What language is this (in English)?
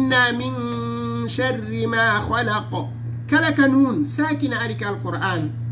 Fula